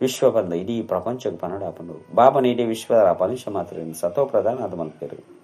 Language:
Tulu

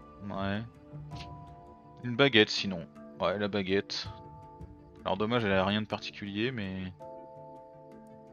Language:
French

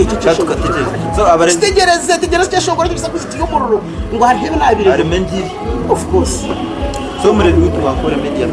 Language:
Nyankole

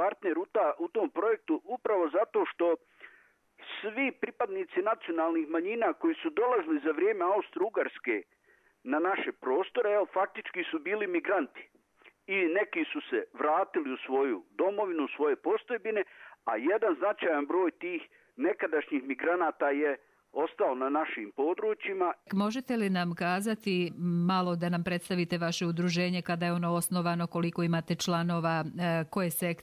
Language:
Bosnian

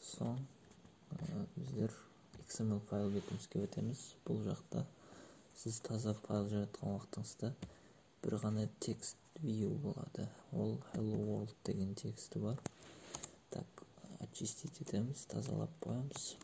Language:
Kara-Kalpak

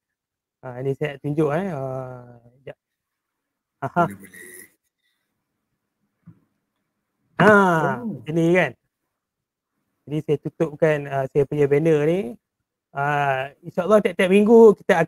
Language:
Malay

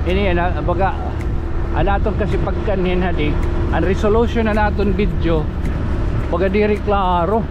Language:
Waray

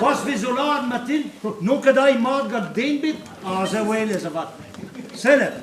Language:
Breton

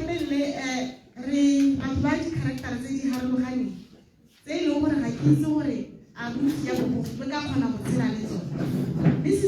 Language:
Tswana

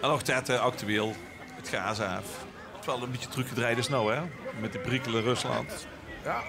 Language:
Limburgish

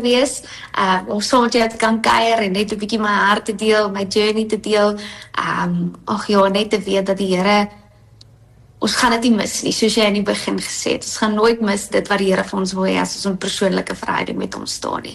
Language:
Afrikaans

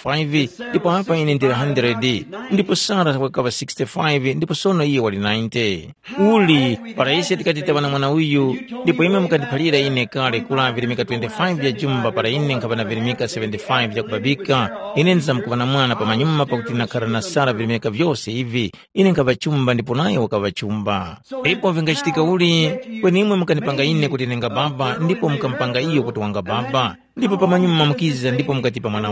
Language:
Tumbuka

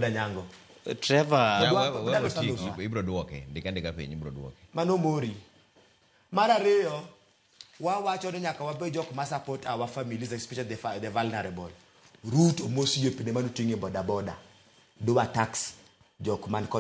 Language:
Luo (Kenya and Tanzania)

